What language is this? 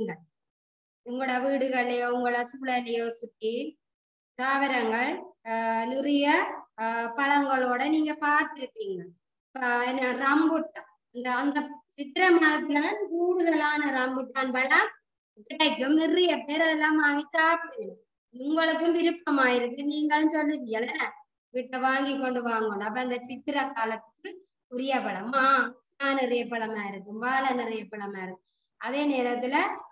Tamil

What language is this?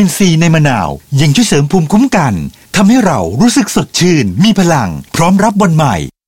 Thai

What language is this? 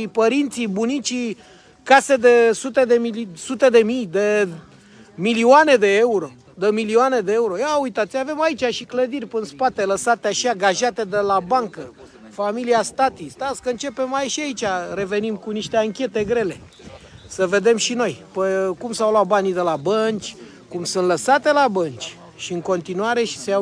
Romanian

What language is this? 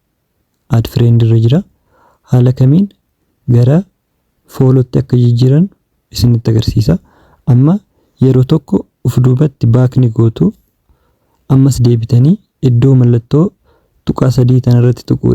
Oromo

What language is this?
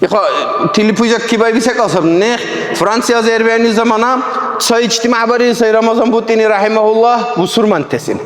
Dargwa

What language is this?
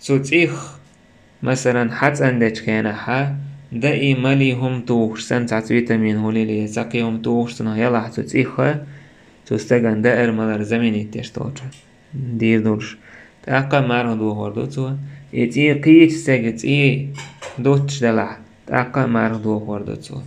Chechen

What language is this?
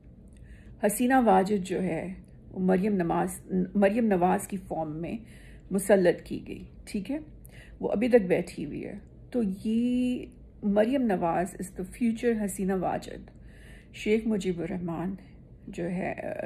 Urdu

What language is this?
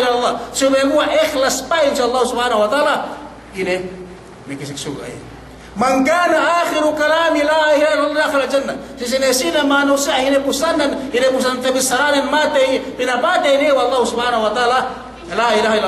Yakan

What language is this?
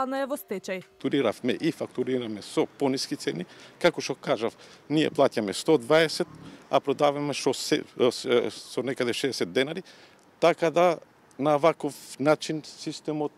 Macedonian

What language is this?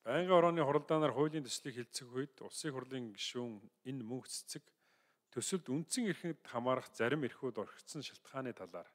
Mongolian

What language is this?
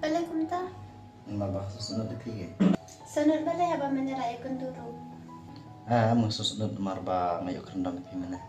Khasi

